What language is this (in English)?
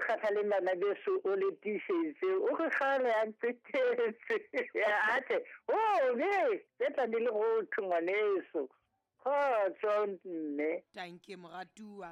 Southern Sotho